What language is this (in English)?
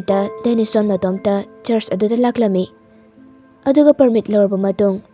Manipuri